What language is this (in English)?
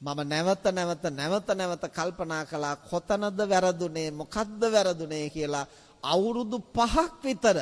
Sinhala